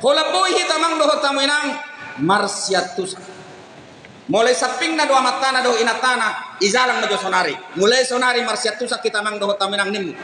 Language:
Batak Toba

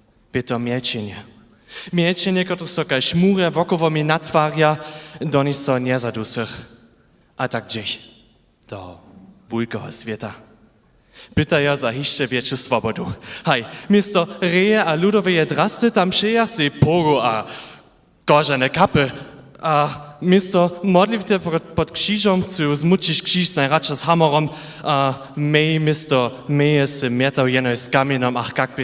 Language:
Upper Sorbian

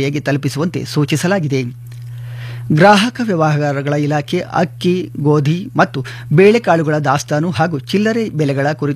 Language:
Kannada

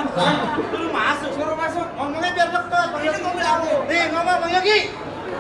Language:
Betawi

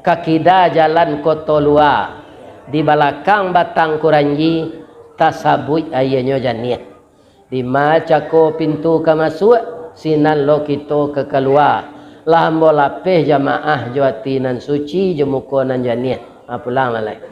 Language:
Minangkabau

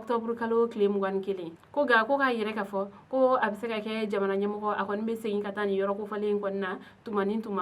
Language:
Bambara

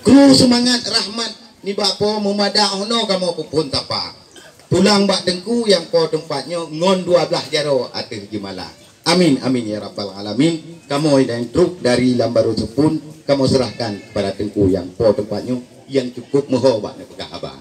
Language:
Achinese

